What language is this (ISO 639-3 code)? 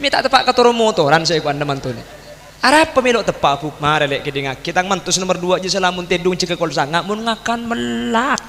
mad